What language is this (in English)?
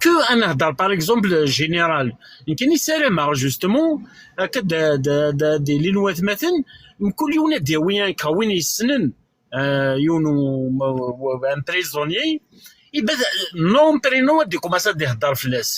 Kabyle